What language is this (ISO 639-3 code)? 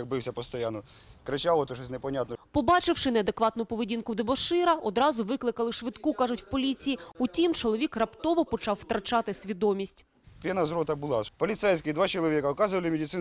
ukr